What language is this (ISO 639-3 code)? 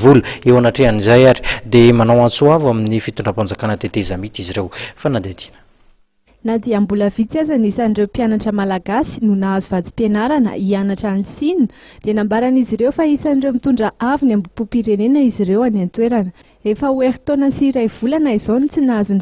mlg